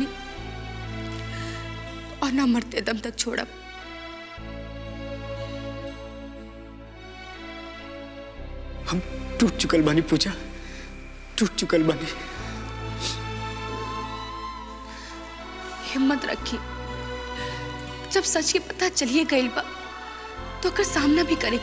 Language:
Bhojpuri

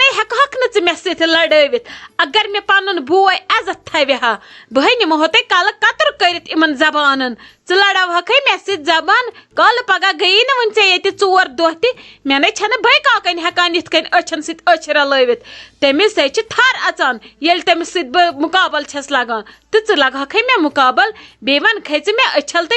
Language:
Kashmiri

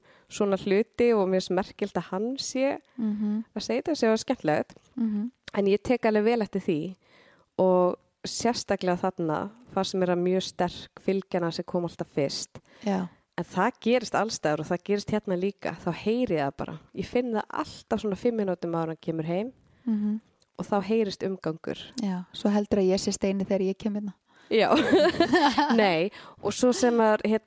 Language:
Icelandic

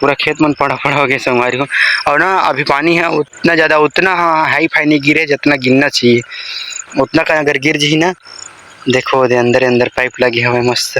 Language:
Chhattisgarhi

